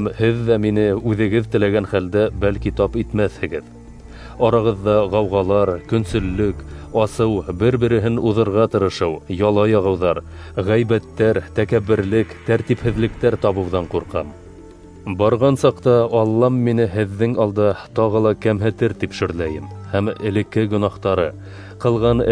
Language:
Bashkir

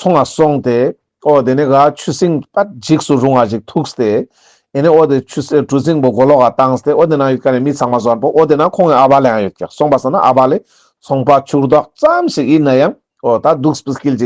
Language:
Ladakhi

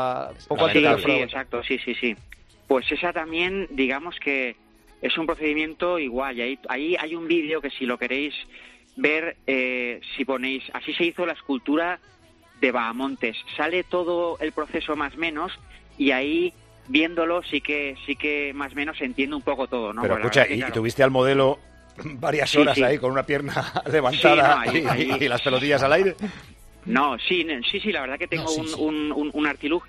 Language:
Spanish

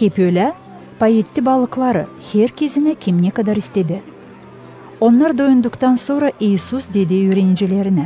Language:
Gagauz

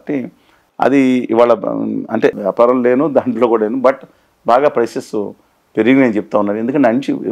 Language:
Telugu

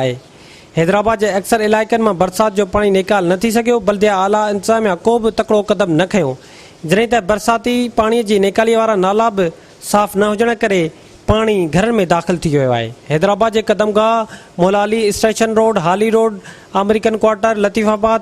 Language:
Sindhi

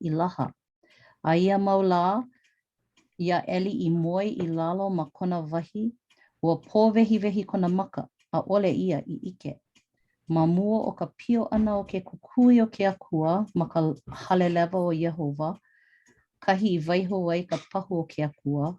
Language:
Hawaiian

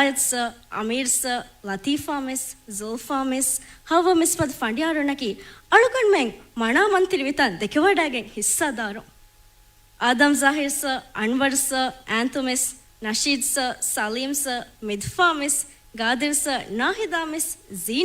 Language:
Divehi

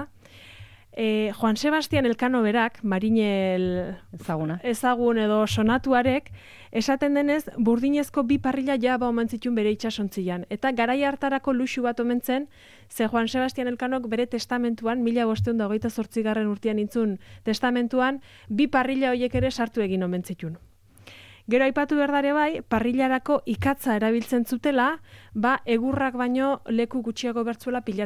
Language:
Basque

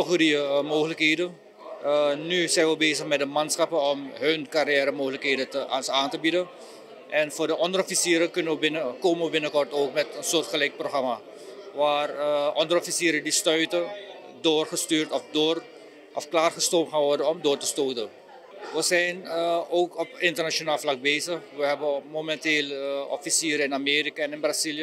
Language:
Dutch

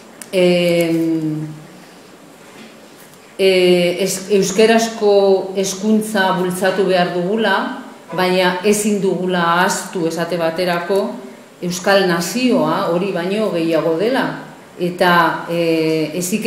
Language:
Basque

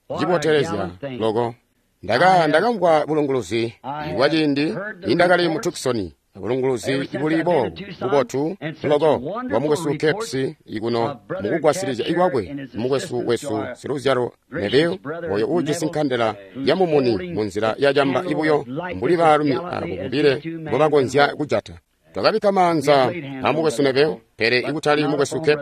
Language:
Tonga (Zambia)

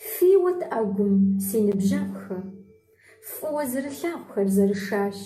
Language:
Kabardian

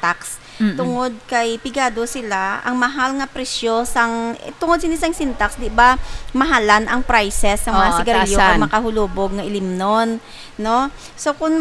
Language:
Hiligaynon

